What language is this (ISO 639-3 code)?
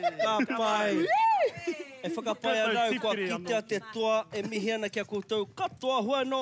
mri